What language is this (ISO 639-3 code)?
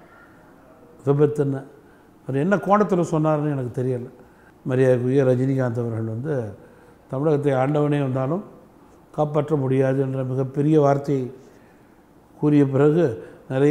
tam